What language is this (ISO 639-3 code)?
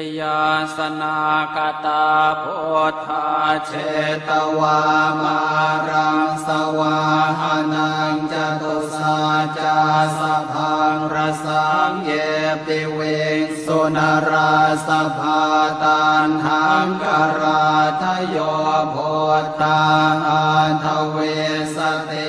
pli